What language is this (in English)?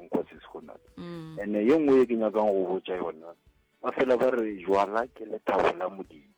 Northern Sotho